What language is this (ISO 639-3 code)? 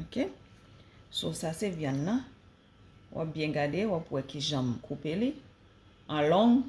hat